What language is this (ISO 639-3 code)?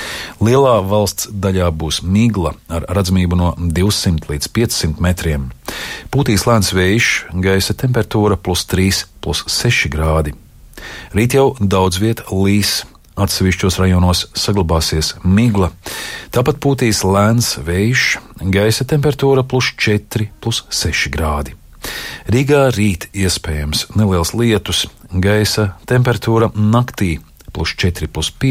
lav